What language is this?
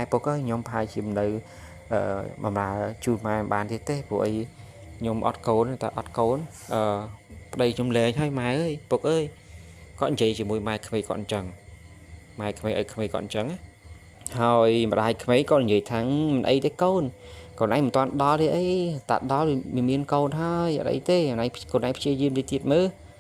Khmer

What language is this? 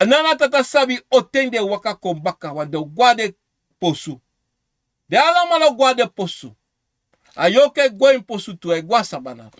Sranan Tongo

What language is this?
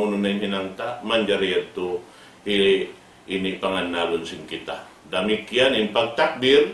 Tausug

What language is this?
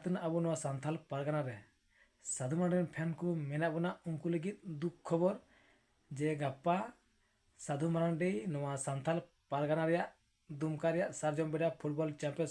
Santali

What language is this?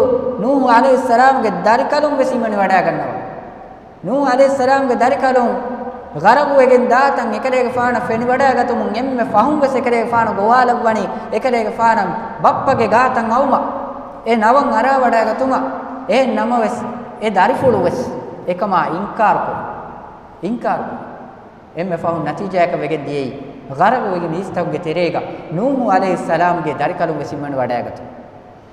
Divehi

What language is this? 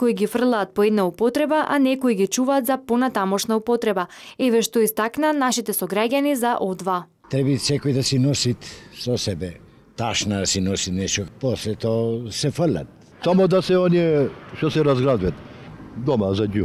Macedonian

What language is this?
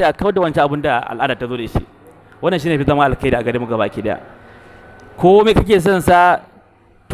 Hausa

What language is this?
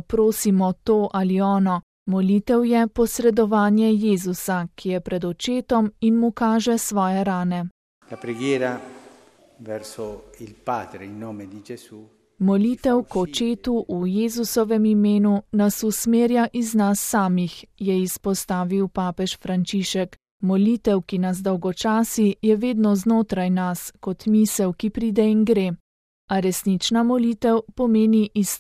Slovenian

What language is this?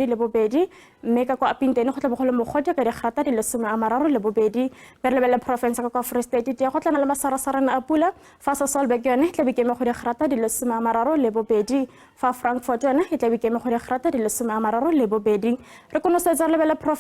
Tswana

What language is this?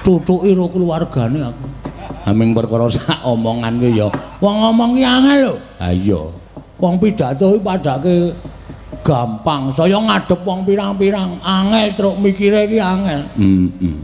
Javanese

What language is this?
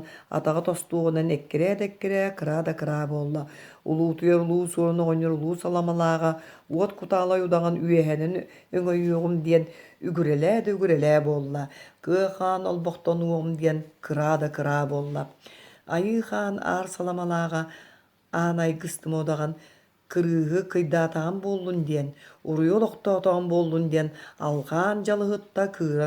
Yakut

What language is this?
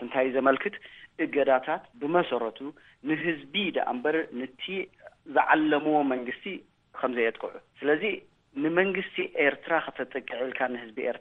Tigrinya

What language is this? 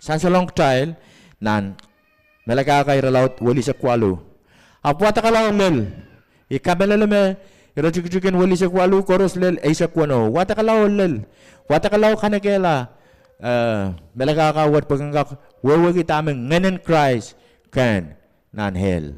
Pohnpeian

